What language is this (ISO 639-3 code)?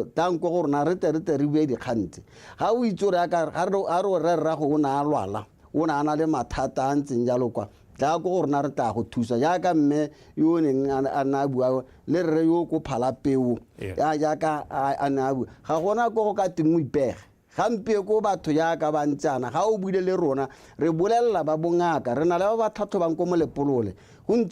tsn